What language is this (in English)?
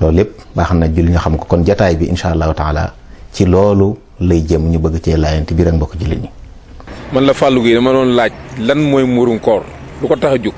Wolof